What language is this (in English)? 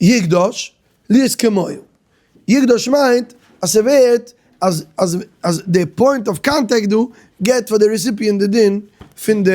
Yiddish